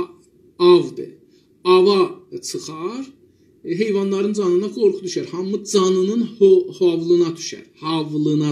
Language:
South Azerbaijani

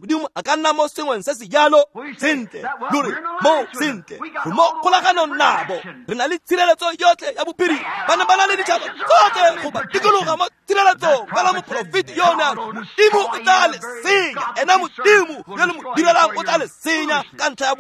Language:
Tswana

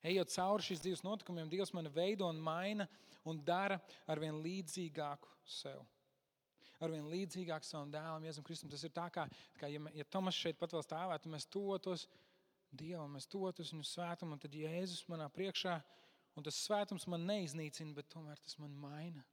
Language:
Latvian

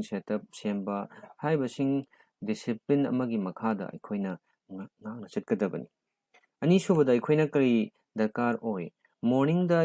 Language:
Manipuri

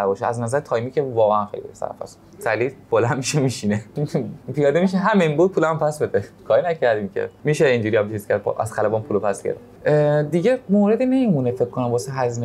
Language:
Persian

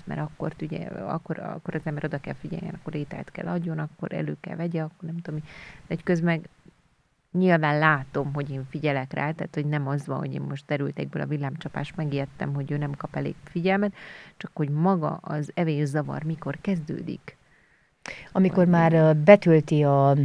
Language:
Hungarian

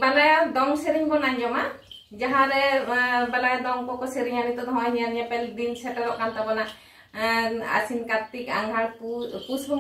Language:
Santali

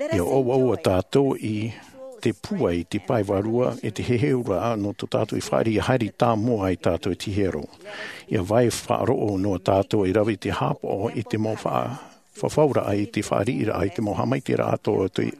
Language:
Tahitian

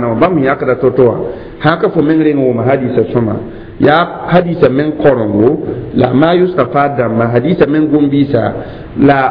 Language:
Mossi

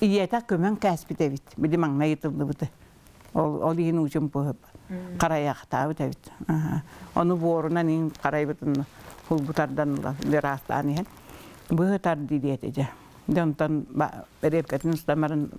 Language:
Yakut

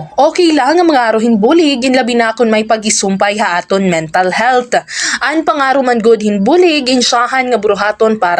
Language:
Waray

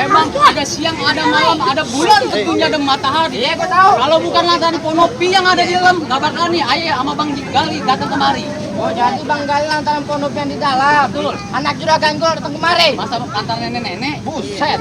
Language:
Betawi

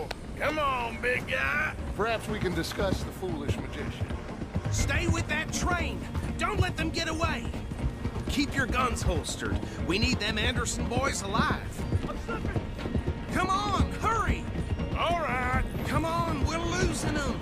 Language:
English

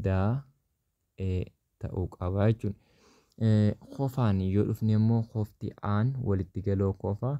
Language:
Oromo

